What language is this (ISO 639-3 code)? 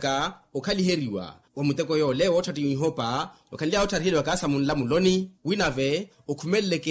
vmw